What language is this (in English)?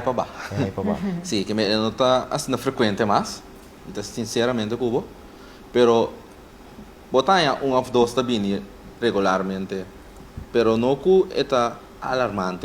Papiamento